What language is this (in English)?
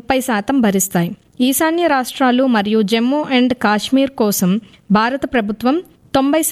Telugu